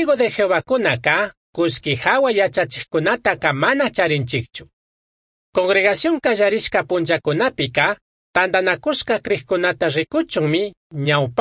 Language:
Chimborazo Highland Quichua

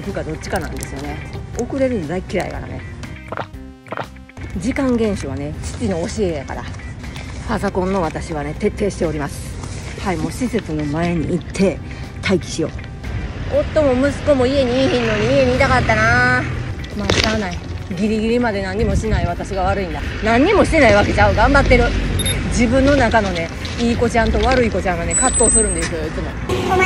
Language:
Japanese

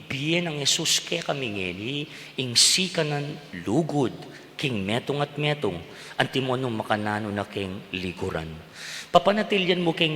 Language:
Pampanga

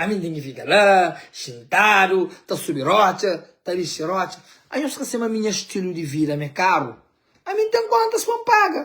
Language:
Kabuverdianu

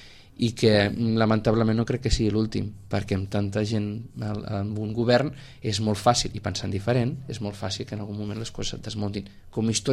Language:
Catalan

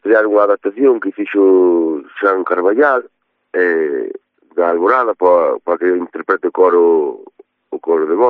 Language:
Galician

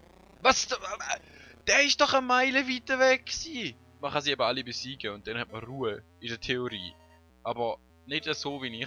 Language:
Swiss German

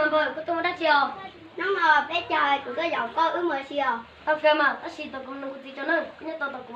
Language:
Hmong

